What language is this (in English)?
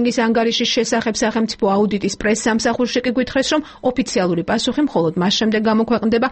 Georgian